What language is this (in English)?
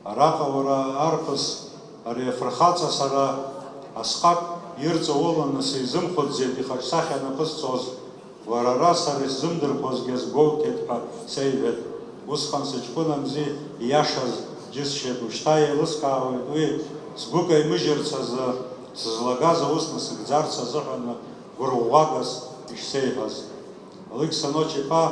Abkhazian